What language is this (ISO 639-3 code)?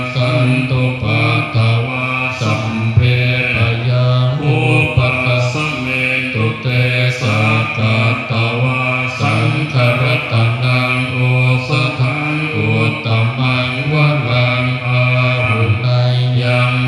pli